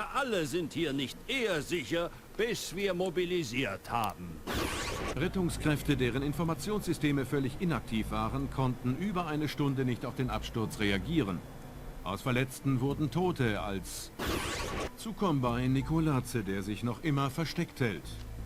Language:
Bavarian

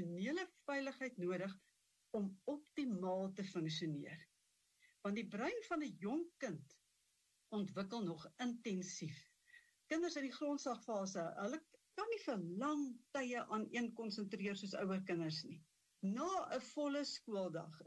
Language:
Afrikaans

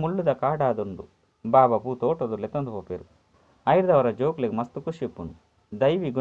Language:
Tulu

